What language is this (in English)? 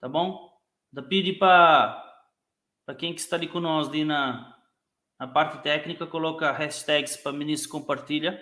Kabuverdianu